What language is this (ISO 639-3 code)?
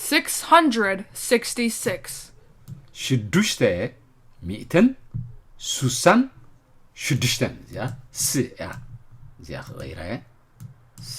tir